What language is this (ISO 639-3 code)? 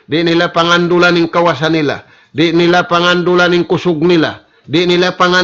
tsg